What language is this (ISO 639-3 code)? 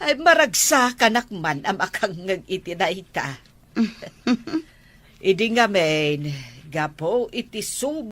ilo